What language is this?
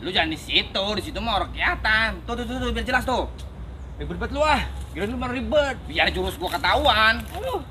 Betawi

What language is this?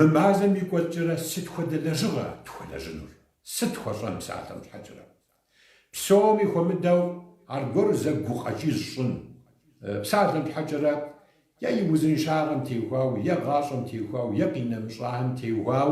Kabardian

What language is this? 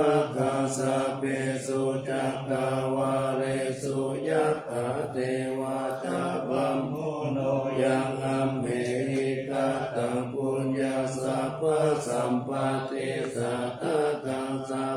Pali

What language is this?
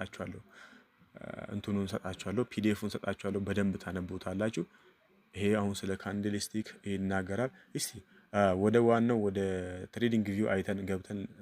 Amharic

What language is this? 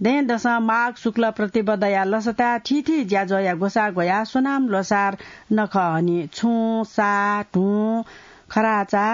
Newari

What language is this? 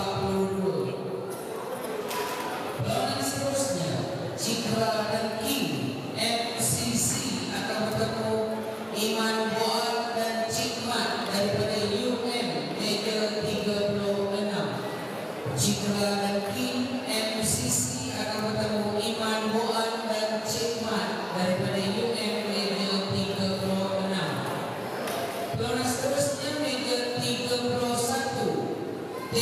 Malay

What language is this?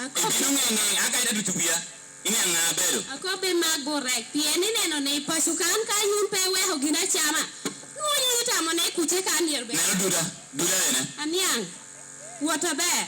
Lango (Uganda)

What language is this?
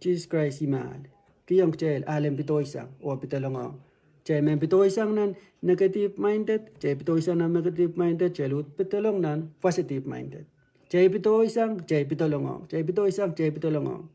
Pohnpeian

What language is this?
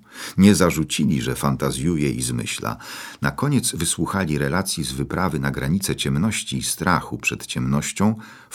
Polish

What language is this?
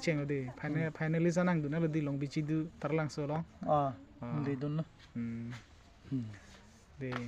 Karbi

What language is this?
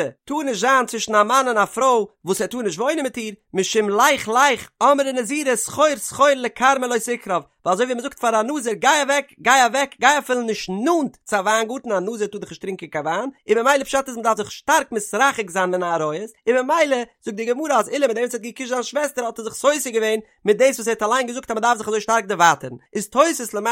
Yiddish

